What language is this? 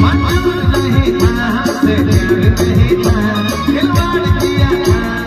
Sadri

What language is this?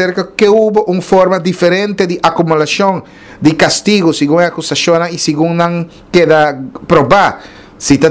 Papiamento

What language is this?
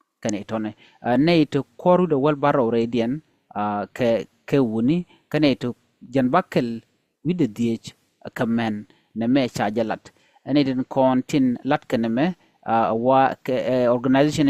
Nuer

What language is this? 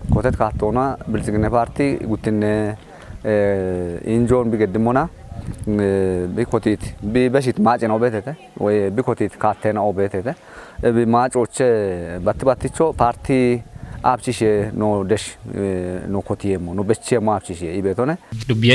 Kafa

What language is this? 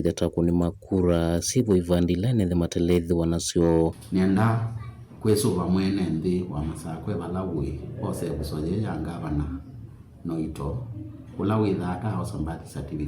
Kamba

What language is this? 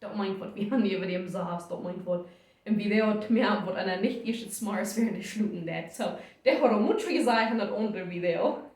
Plautdietsch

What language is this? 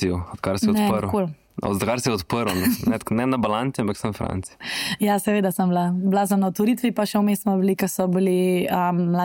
Slovenian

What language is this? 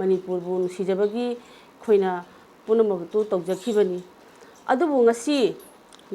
Manipuri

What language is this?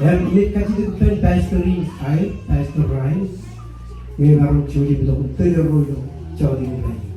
Marshallese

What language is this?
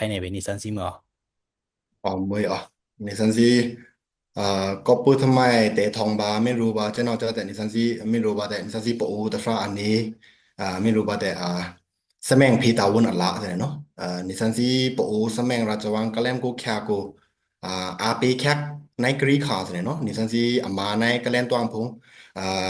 Pa'o Karen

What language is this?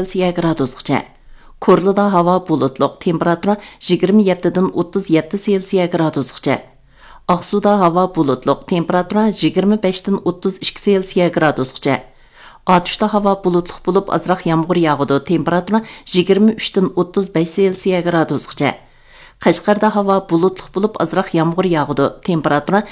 Uyghur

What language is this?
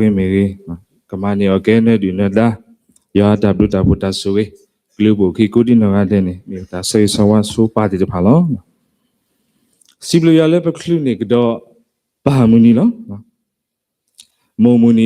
S'gaw Karen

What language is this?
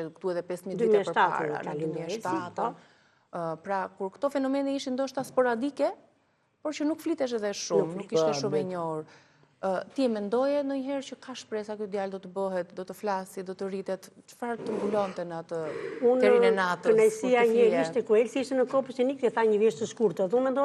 Albanian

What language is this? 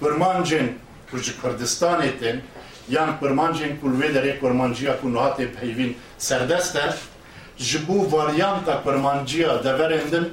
Kurdish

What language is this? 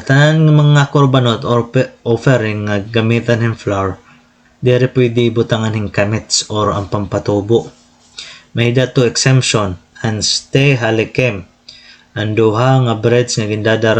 Waray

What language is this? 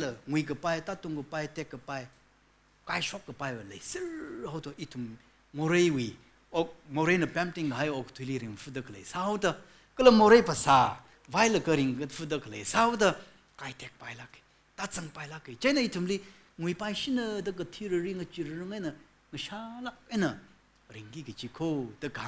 Tangkhul Naga (India)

